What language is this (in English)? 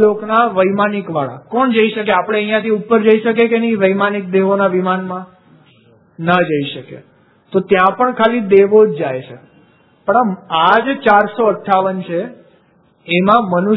Gujarati